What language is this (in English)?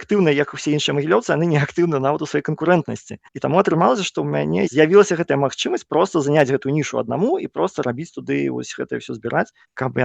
Belarusian